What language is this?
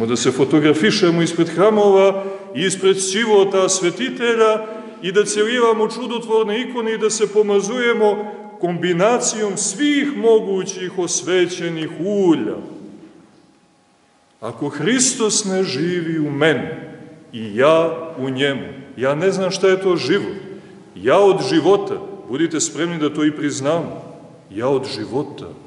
Serbian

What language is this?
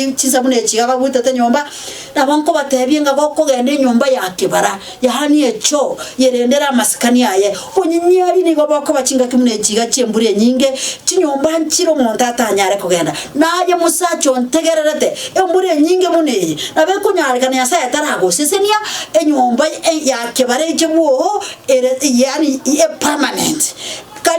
Gusii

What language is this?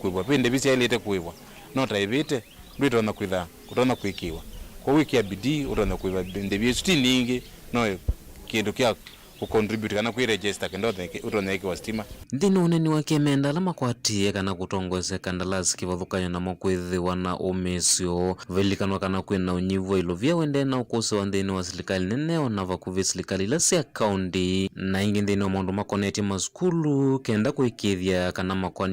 Kamba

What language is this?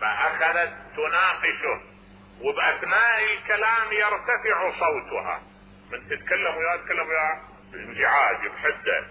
Mesopotamian Arabic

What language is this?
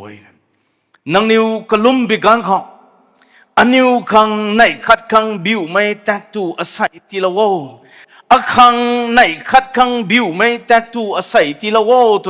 Rongmei Naga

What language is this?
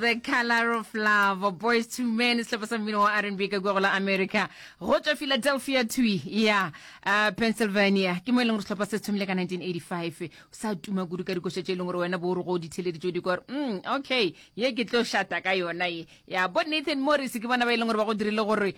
Northern Sotho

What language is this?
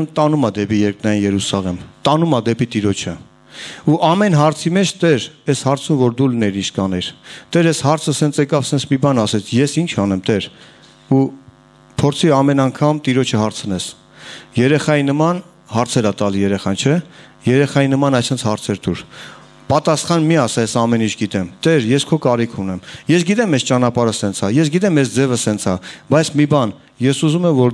Armenian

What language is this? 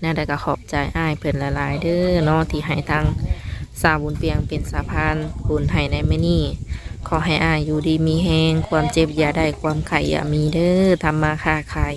Lao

